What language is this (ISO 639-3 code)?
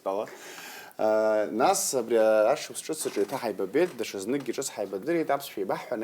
abk